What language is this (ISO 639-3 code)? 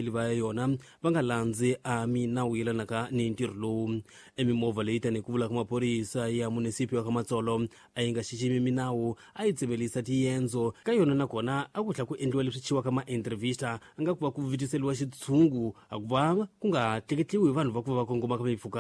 tso